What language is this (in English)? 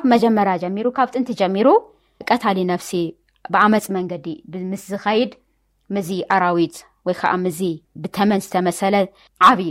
Tigrinya